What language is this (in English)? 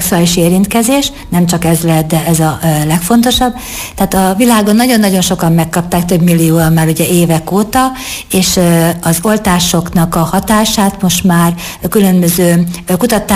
Hungarian